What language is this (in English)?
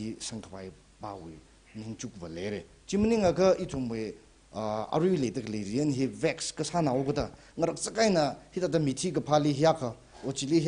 Tangkhul Naga (India)